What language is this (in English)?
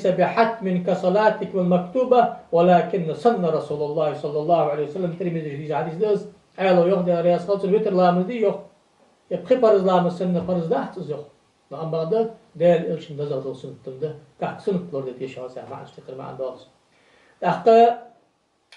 Ingush